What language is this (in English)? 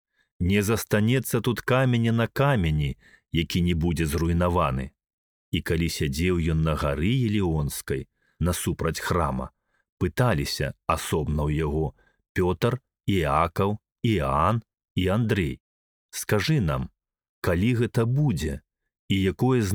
Belarusian